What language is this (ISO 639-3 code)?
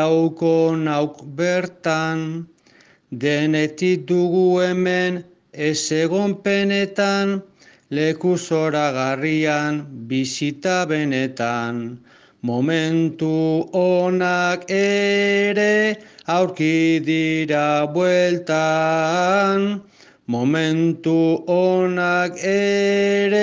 eus